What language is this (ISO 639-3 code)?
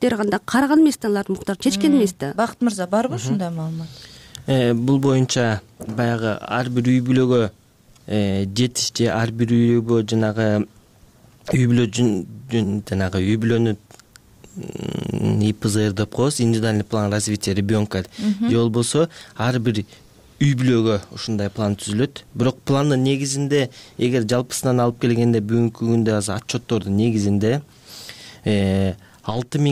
kir